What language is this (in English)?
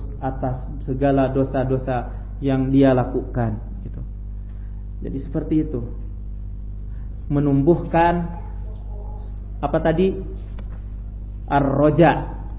Indonesian